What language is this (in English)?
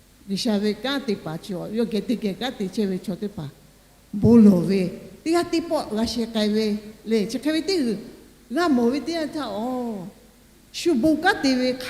Lahu